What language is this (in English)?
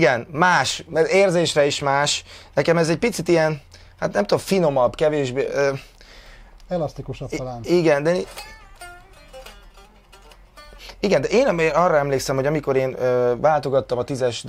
Hungarian